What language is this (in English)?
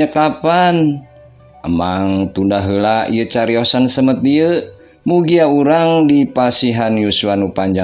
Sundanese